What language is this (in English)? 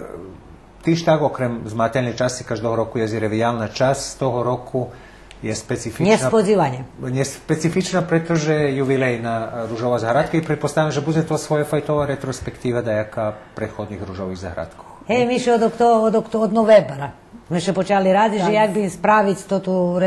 Rusyn